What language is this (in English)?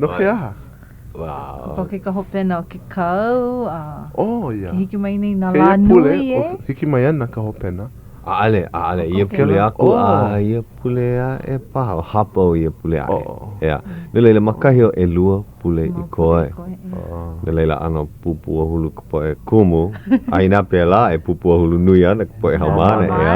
Hawaiian